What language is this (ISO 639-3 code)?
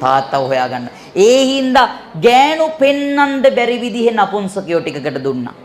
sin